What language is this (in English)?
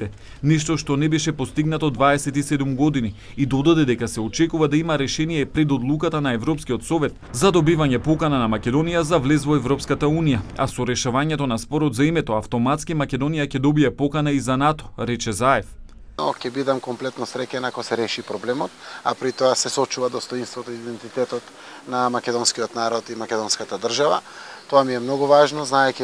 Macedonian